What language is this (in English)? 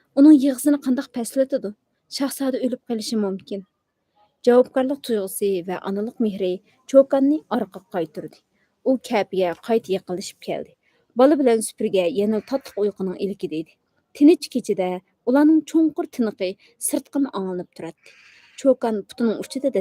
Uyghur